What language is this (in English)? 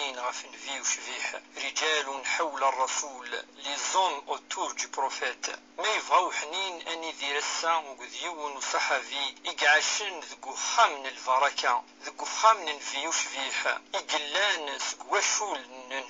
Kabyle